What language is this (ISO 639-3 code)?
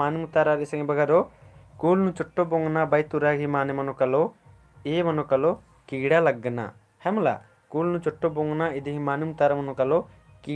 kru